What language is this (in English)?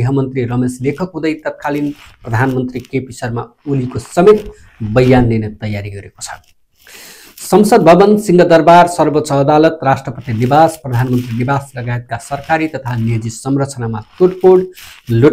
Nepali